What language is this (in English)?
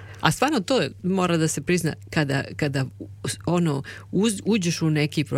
Serbian